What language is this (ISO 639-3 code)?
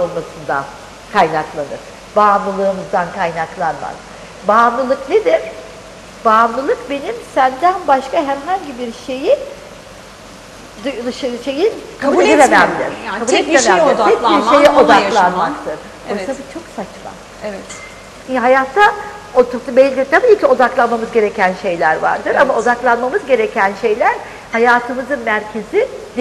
tur